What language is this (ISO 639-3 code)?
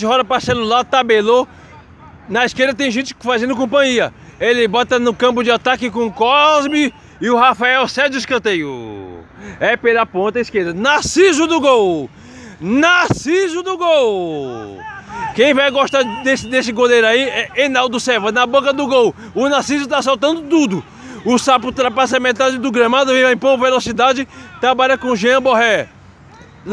por